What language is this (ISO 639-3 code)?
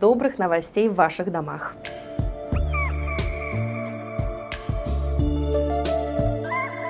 rus